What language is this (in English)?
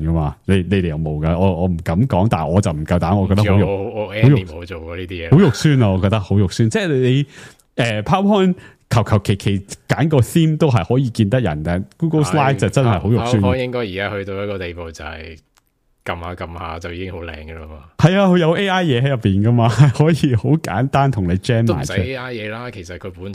Cantonese